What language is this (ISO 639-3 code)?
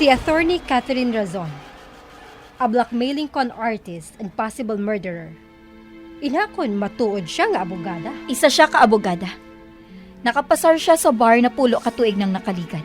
hil